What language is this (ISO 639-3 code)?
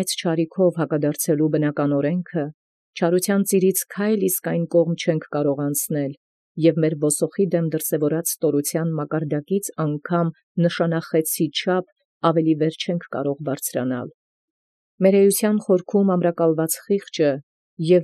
hye